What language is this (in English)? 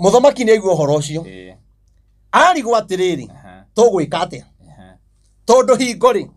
Kikuyu